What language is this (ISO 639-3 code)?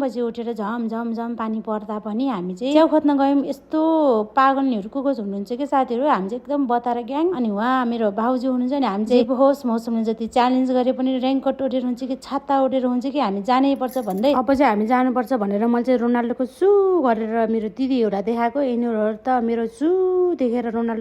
nep